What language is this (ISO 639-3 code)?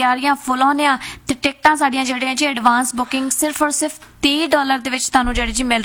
pan